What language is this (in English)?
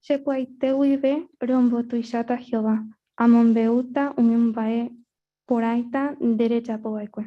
Guarani